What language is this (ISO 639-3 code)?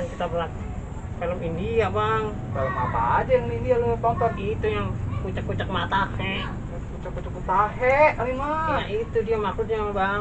bew